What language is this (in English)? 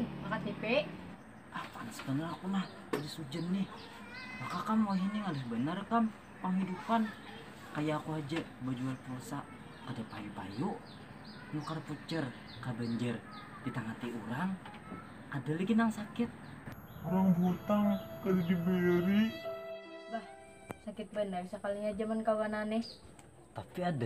Banjar